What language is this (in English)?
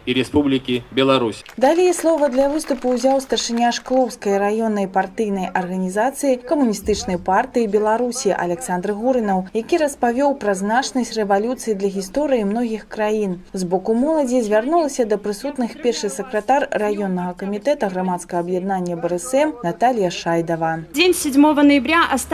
Belarusian